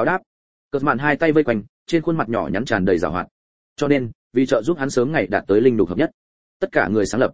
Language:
Vietnamese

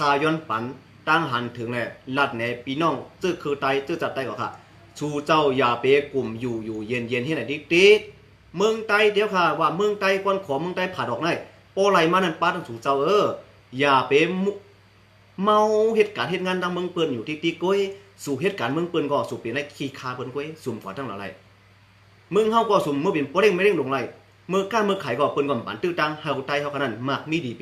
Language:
Shan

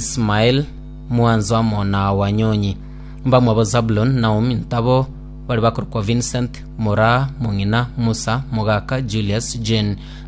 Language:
Gusii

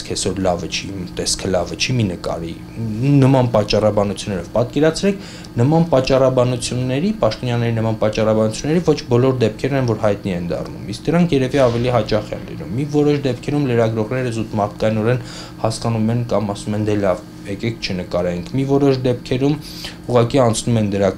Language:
Armenian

